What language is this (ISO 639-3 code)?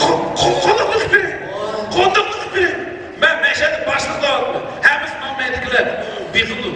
uig